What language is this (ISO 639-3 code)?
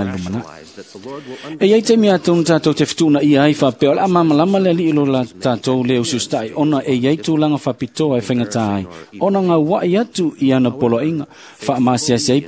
smo